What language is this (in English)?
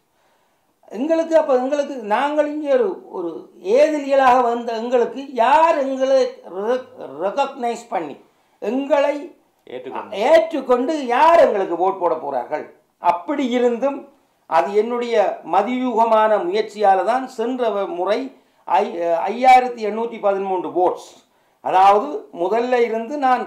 Tamil